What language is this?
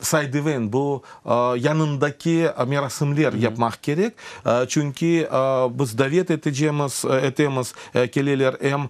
Crimean Tatar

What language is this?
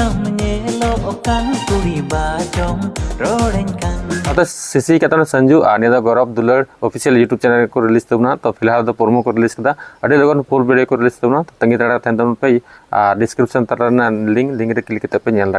Santali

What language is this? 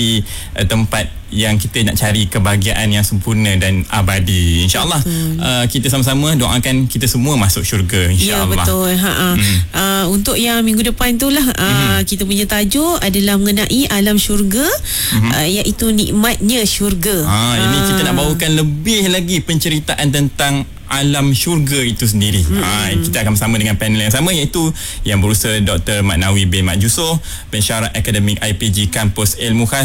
Malay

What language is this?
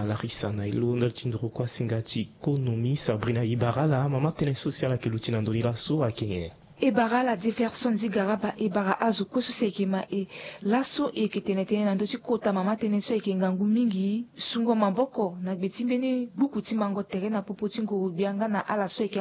Sango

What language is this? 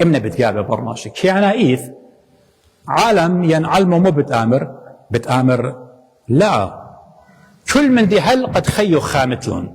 Assyrian Neo-Aramaic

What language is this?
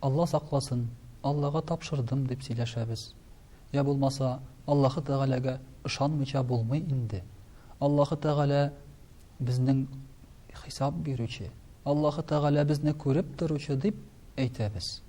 Tatar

